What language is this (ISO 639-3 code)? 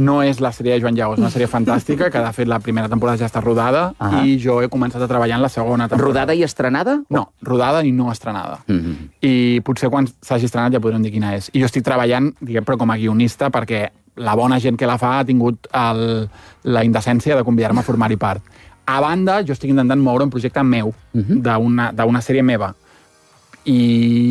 cat